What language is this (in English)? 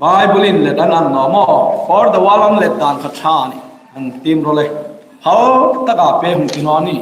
Hmar